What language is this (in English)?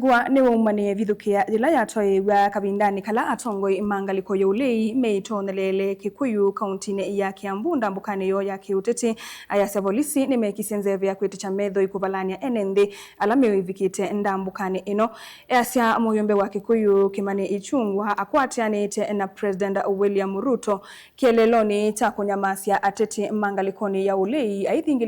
Kamba